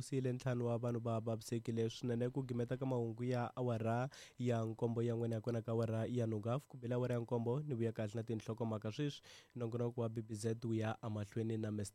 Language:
Tsonga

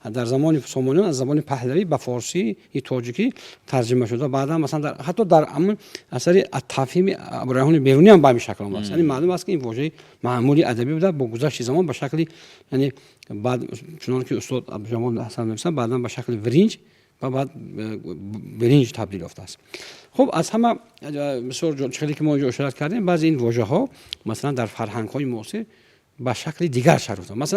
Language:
Tajik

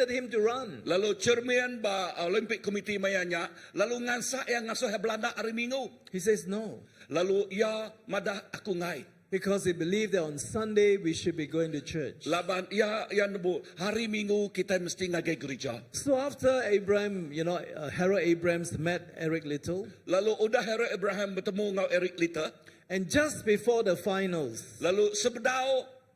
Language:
Iban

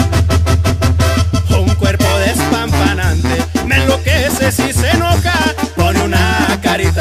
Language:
Spanish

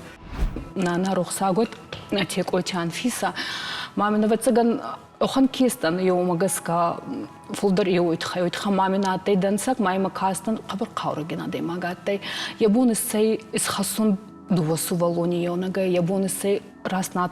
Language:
Ossetic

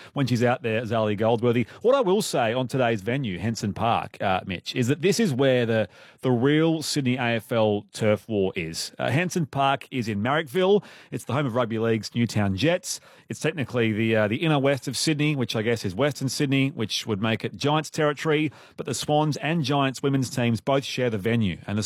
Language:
English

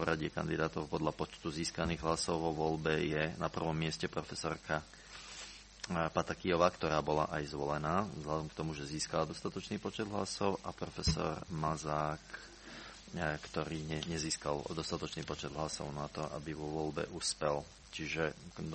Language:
Slovak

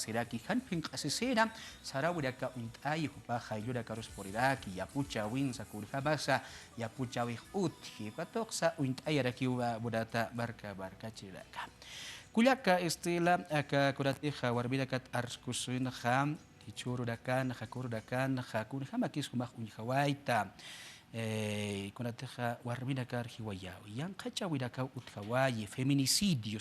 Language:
Aymara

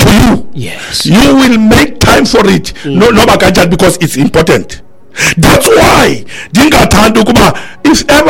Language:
Xhosa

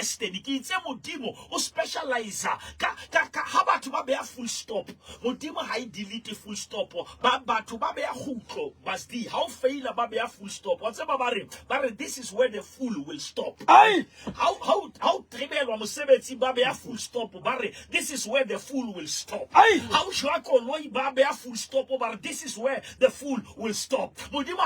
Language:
Southern Sotho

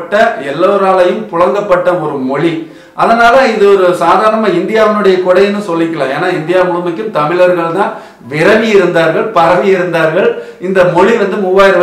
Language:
Tamil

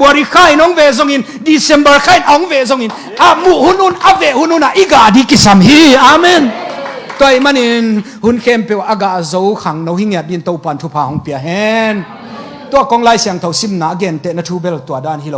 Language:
Tedim Chin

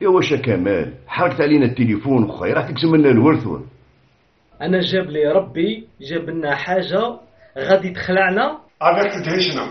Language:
Algerian Arabic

